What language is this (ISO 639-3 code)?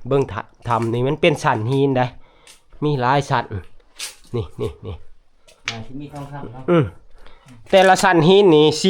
tts